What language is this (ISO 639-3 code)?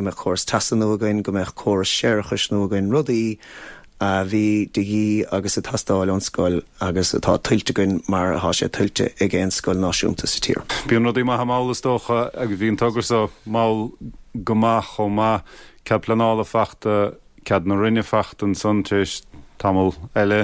gle